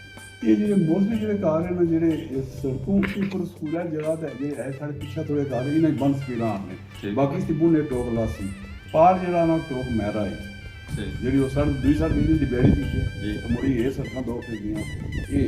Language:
Pahari-Potwari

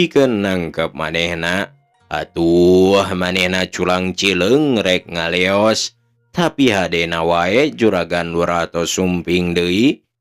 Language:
Sundanese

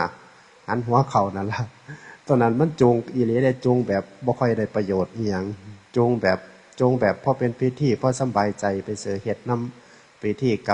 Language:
Northeastern Thai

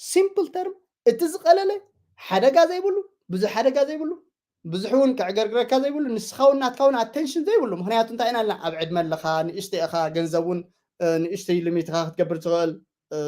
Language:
Tigrinya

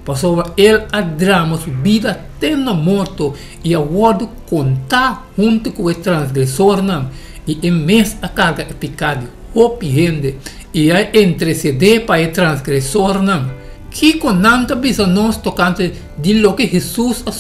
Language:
Papiamento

